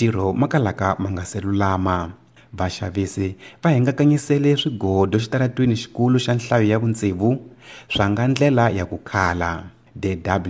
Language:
Tsonga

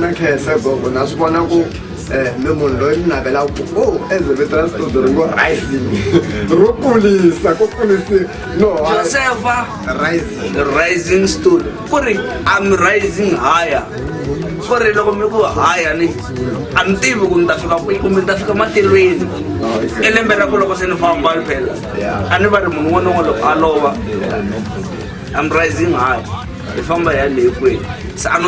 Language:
Tsonga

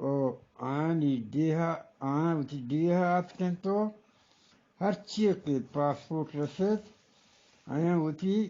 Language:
Eastern Balochi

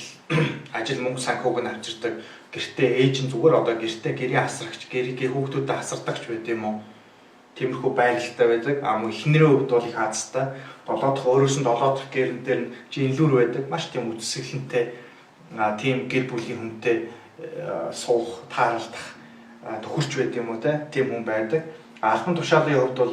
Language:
Mongolian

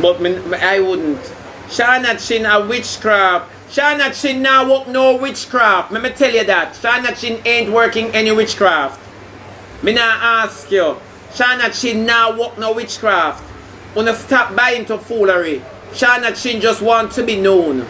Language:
Jamaican Creole English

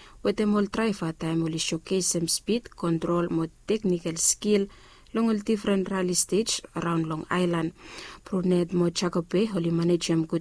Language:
Bislama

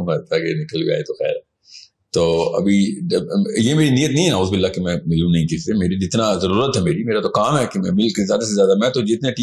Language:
Urdu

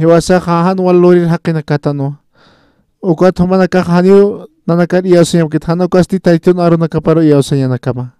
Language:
Aymara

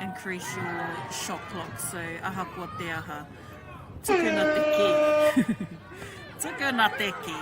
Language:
Māori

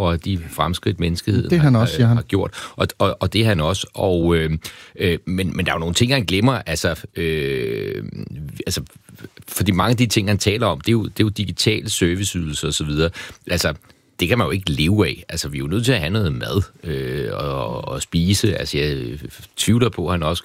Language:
Danish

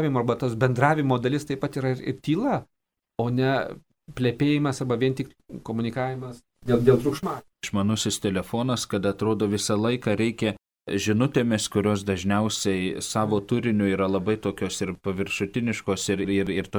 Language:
Lithuanian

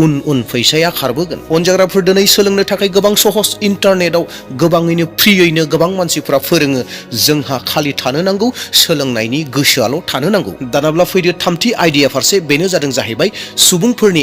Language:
Bodo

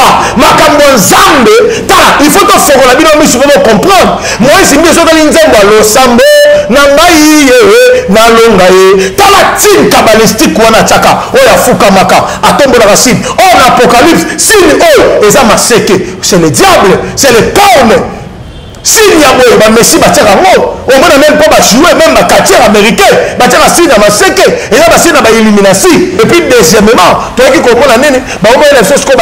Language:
Lingala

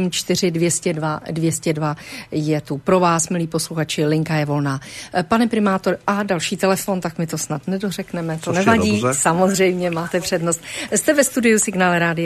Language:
Czech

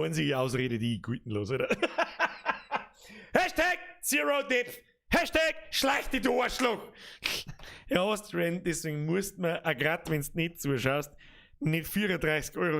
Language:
Bavarian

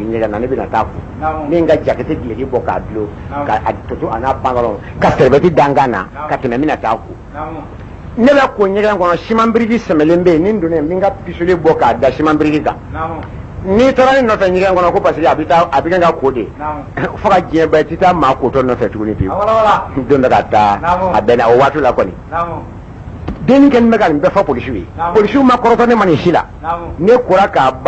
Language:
Bambara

